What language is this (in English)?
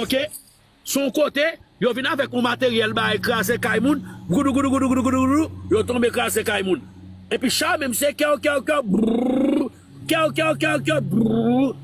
Haitian Creole